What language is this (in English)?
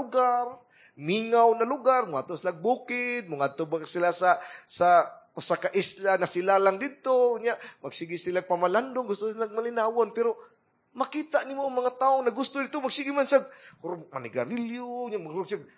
Cebuano